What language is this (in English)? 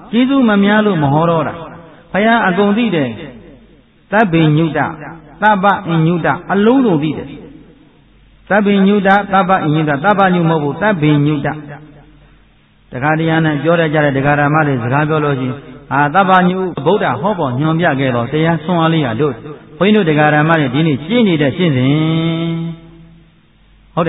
Burmese